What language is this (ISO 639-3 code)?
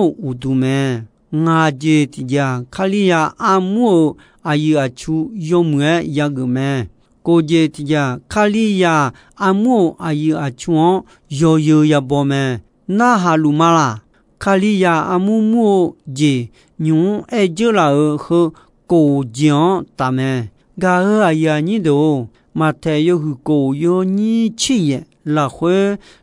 ahk